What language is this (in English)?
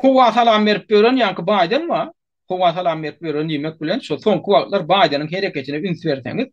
Turkmen